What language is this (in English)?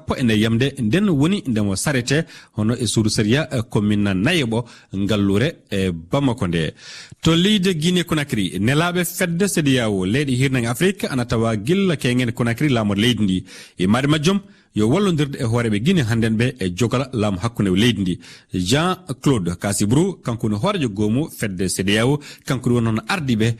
Fula